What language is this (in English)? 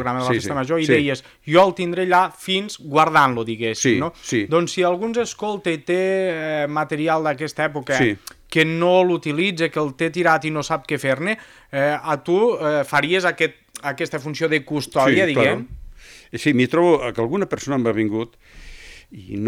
Catalan